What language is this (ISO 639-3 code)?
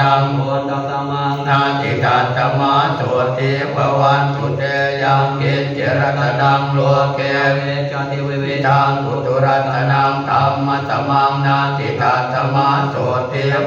pli